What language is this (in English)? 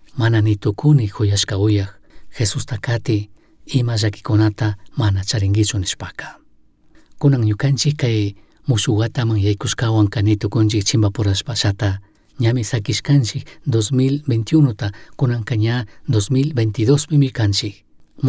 Chimborazo Highland Quichua